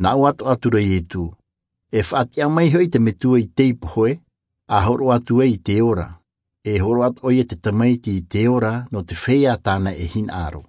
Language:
Tahitian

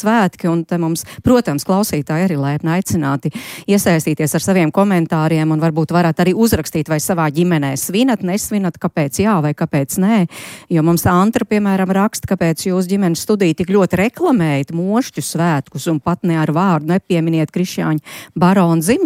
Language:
Latvian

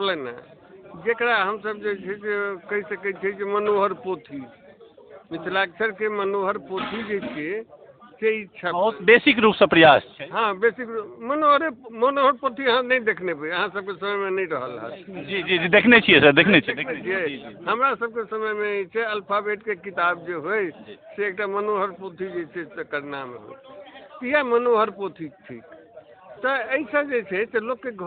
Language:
Maithili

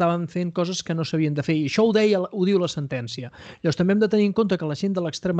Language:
Catalan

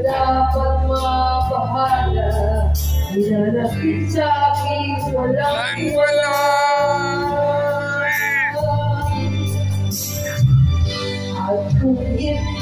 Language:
Filipino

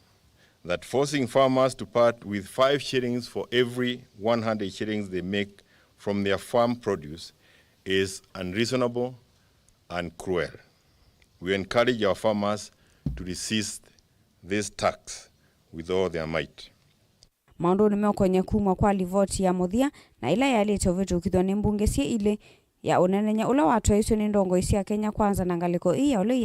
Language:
Kamba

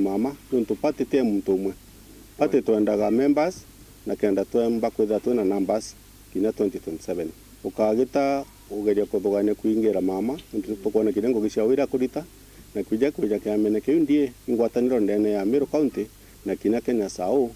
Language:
Meru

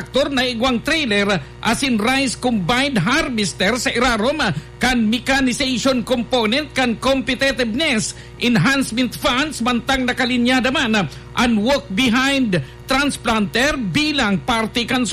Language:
Bikol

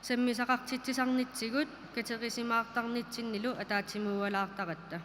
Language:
Kalaallisut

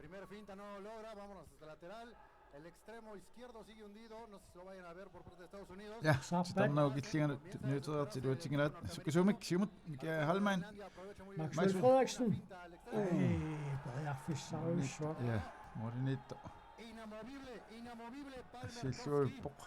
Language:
Kalaallisut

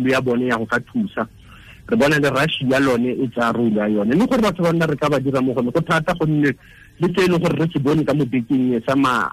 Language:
Tswana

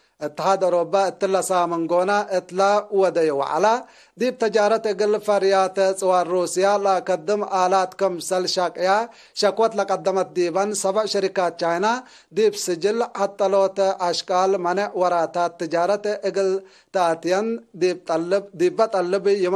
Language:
Tigre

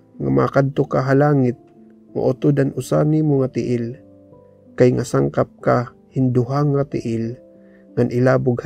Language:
Waray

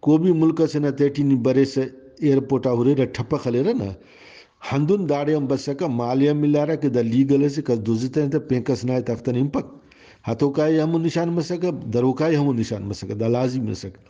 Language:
Brahui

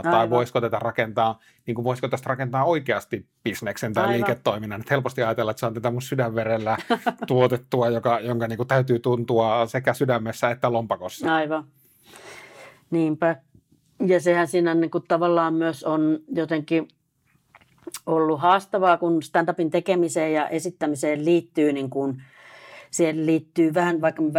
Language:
Finnish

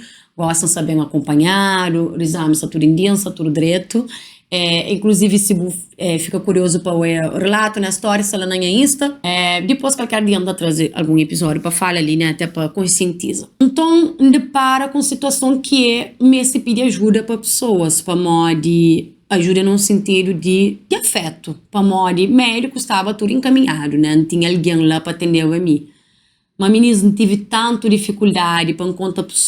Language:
Kabuverdianu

